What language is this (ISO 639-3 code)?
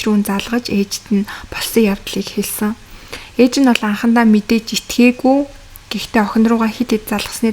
mon